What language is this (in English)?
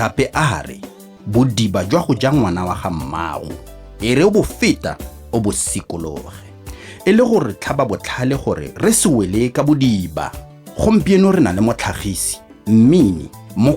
Tswana